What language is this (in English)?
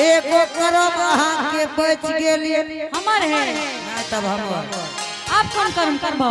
Angika